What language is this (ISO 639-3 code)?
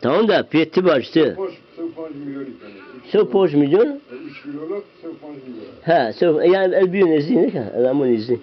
zza